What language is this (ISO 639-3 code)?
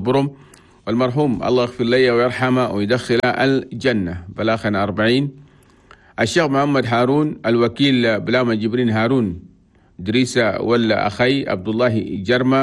shu